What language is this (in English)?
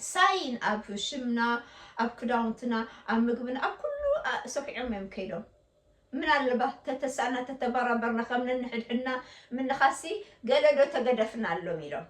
Tigrinya